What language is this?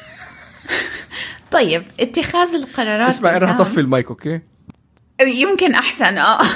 North Levantine Arabic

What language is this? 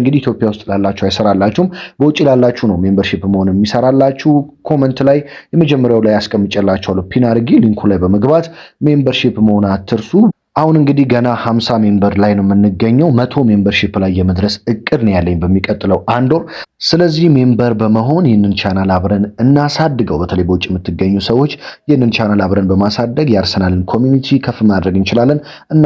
Amharic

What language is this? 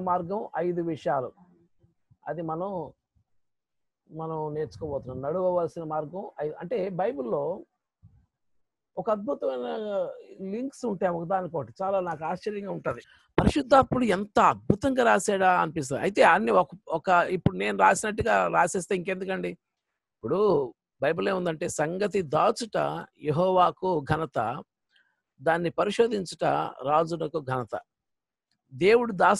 Telugu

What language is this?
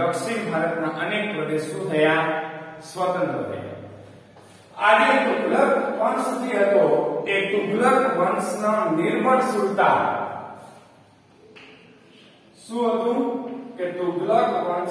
Gujarati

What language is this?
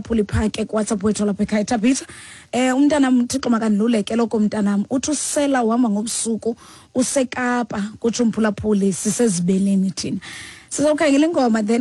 Xhosa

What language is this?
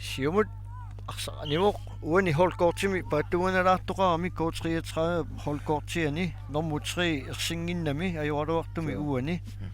Kalaallisut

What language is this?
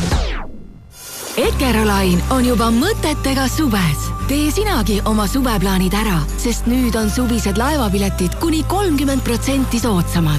Estonian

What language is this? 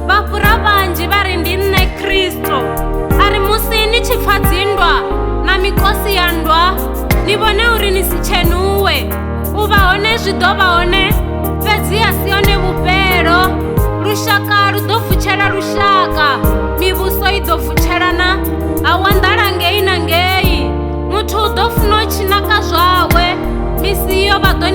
Venda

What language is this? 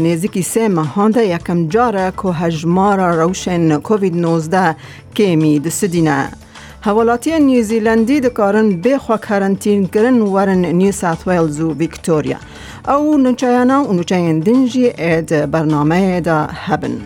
Kurdish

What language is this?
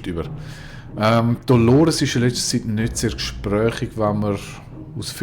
Swiss German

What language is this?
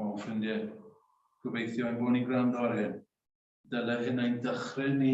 Welsh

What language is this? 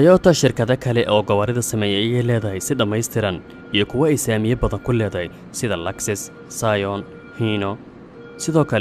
Somali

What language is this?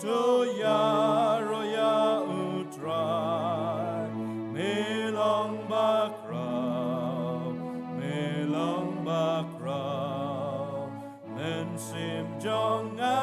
Khasi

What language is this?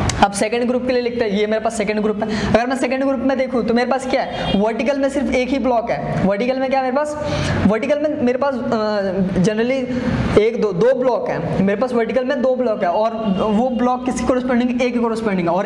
Hindi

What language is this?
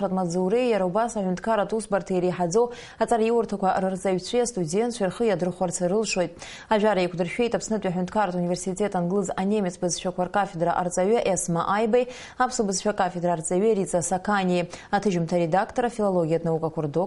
Abkhazian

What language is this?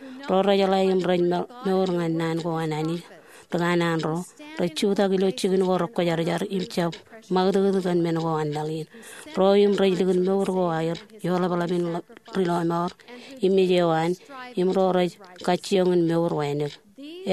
Marshallese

